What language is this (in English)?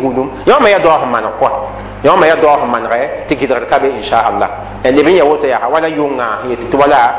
Mossi